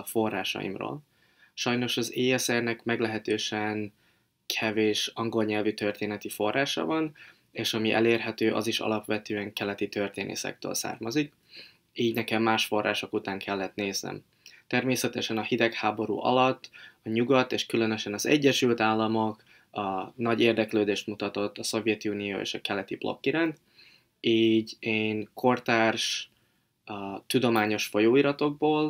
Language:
Hungarian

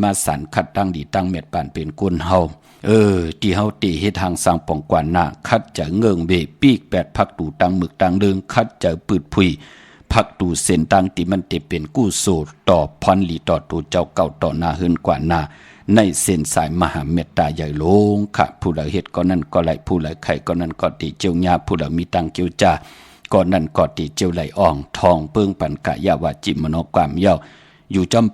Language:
Shan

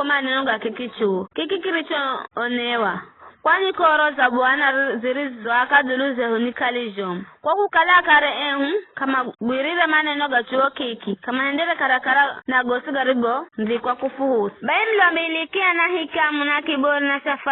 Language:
Giryama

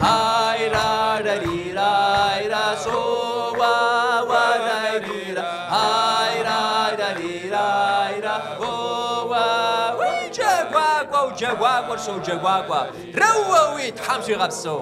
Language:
Kabardian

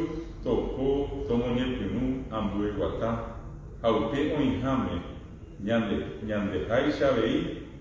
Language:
Guarani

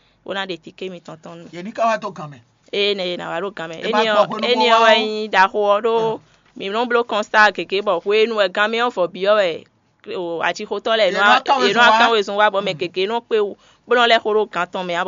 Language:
Fon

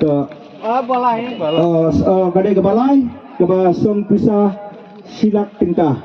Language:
Khasi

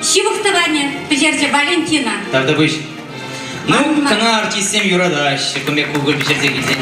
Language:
Chuvash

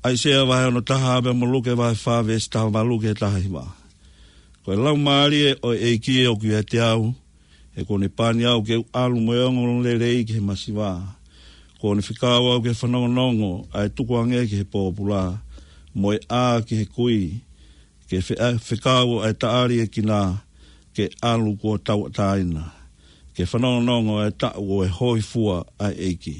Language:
Tongan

